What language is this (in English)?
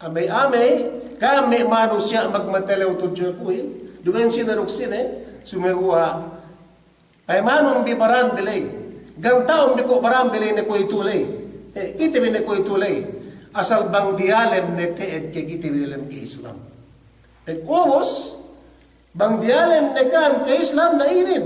Yakan